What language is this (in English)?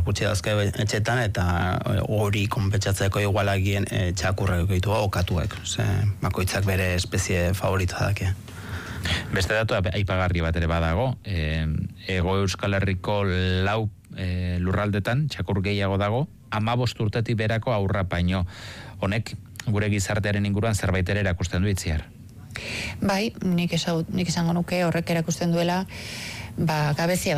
Basque